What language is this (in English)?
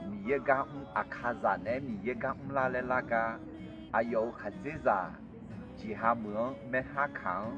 Akha